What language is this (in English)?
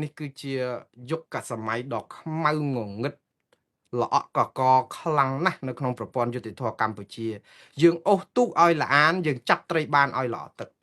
Khmer